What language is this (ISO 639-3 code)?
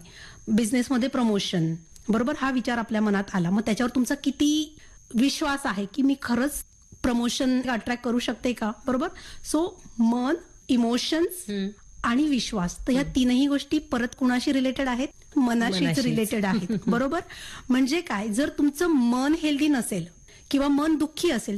mar